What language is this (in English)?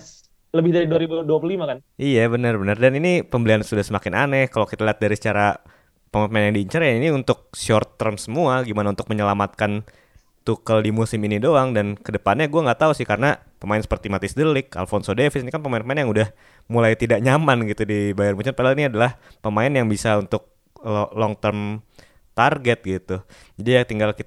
Indonesian